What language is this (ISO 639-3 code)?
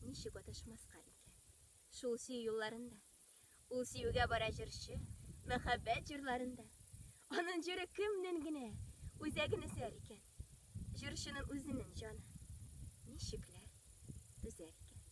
tat